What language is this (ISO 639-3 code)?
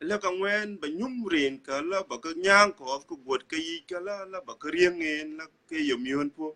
din